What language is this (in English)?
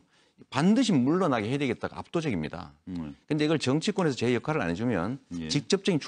Korean